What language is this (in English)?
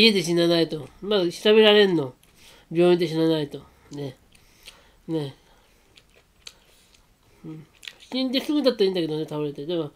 Japanese